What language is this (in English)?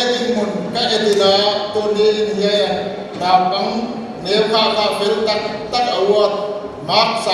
Paite Chin